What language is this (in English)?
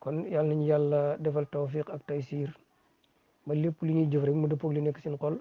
Wolof